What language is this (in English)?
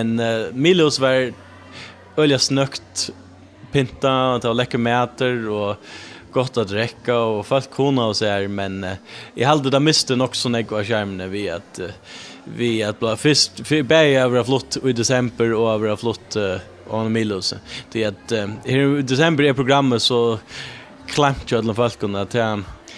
Faroese